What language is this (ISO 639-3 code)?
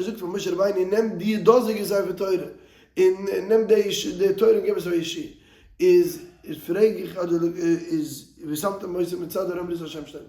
yid